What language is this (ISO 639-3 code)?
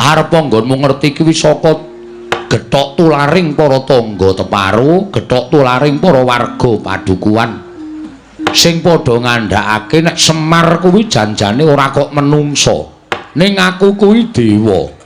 jav